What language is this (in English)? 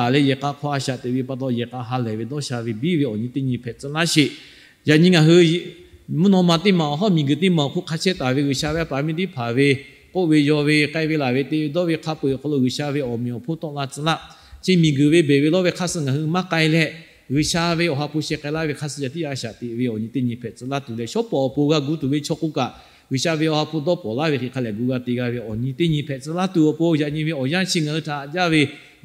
Lahu